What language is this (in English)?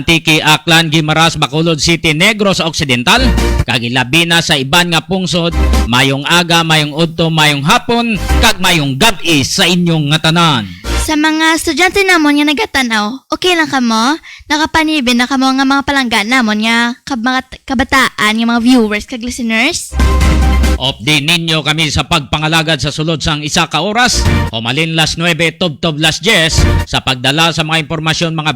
Hiligaynon